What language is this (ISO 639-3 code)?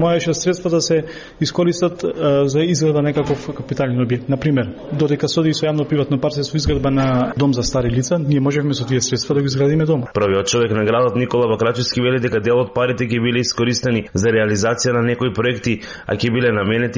mkd